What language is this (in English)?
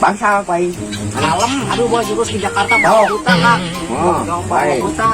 Sundanese